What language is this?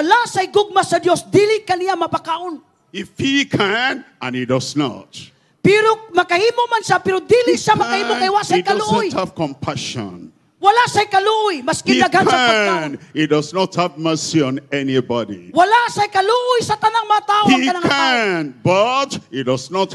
Cebuano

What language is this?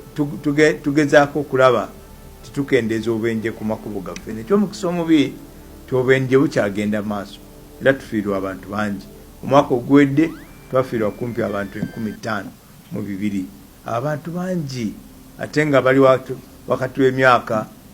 Ganda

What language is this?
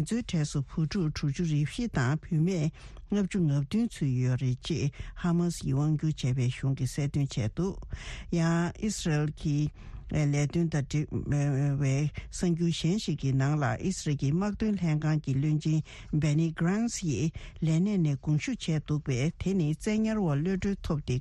Tibetan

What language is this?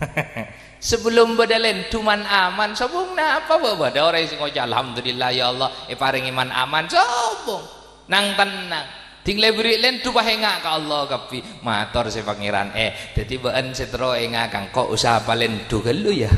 Madurese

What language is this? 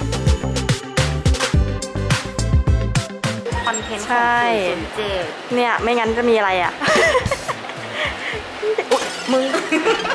Thai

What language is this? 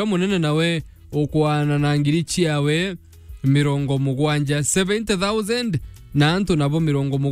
Meru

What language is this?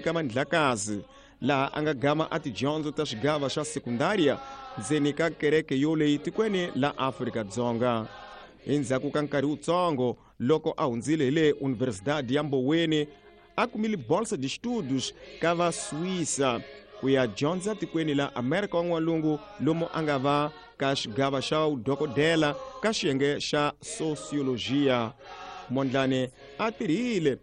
Tsonga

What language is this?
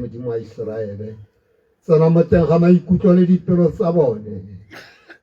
Tswana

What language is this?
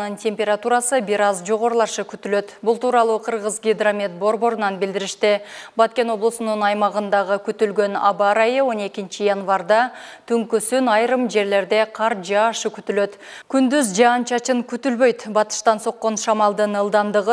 Kyrgyz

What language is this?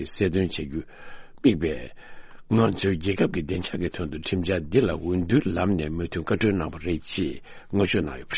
Tibetan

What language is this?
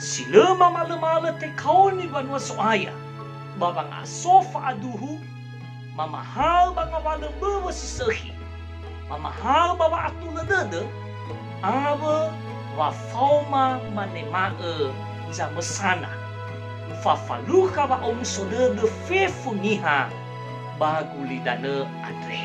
Nias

